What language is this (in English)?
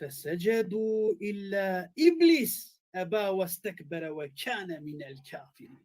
Balkan Romani